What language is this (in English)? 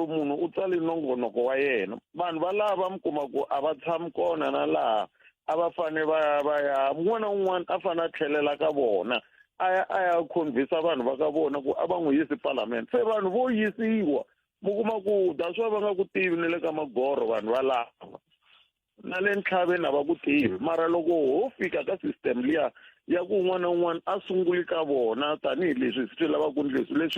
Tsonga